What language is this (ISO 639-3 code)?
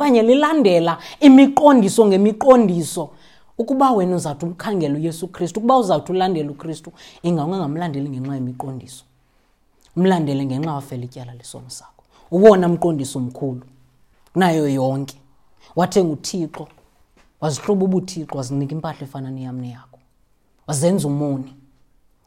xho